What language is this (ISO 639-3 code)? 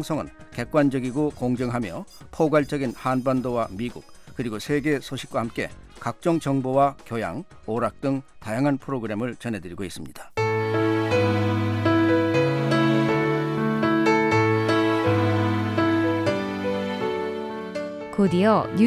kor